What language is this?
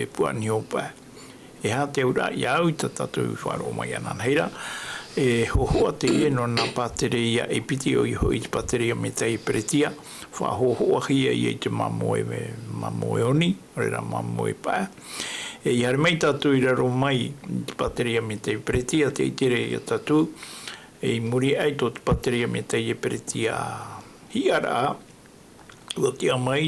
Tahitian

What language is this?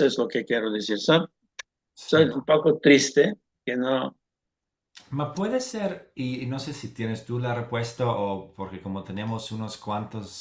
Ladino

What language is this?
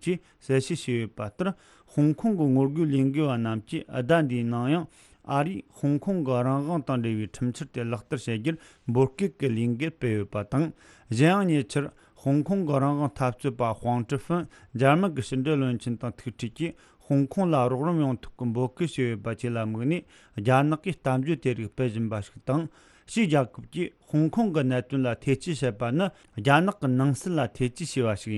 Tibetan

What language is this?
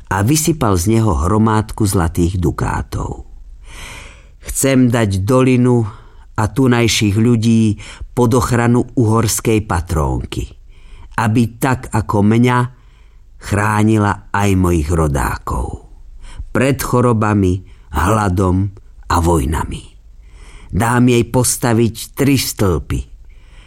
Slovak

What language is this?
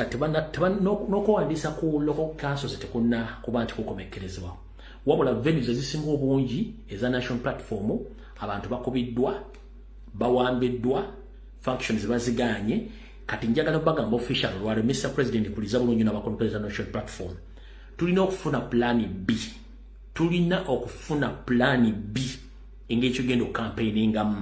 Ganda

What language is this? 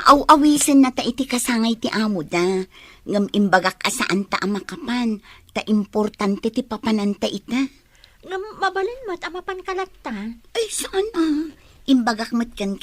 Iloko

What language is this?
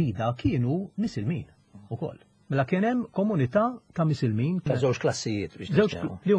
Maltese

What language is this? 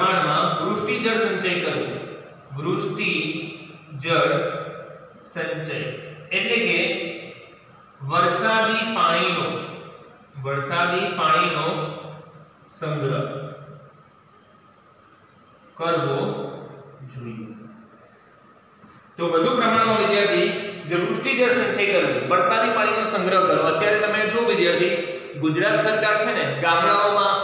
Gujarati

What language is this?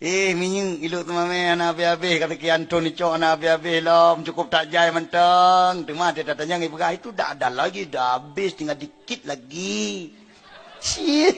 Achinese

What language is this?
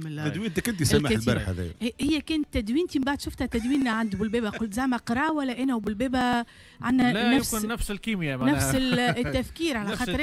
Tunisian Arabic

